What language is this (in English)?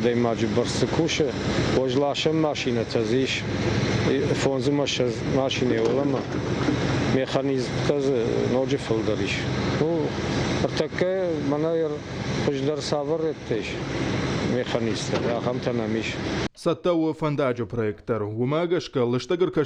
Ossetic